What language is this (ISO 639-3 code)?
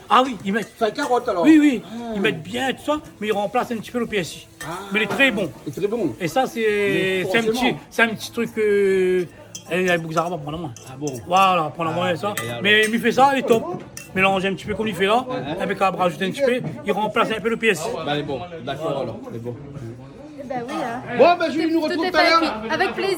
rcf